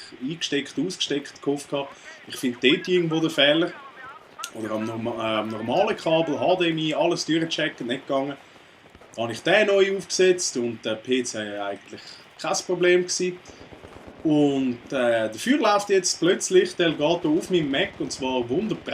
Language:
Swiss German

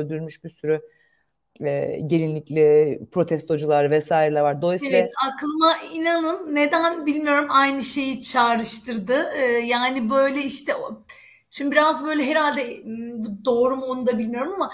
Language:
Turkish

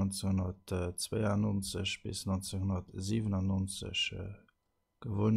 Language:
Luxembourgish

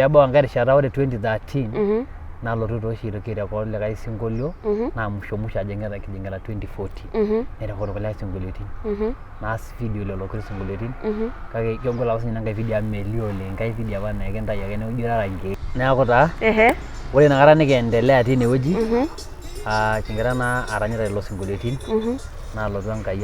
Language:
Masai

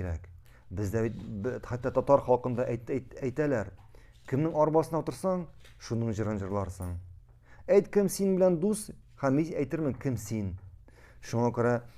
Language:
Tatar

